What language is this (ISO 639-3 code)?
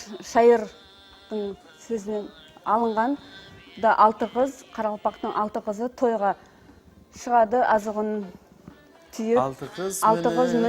kaa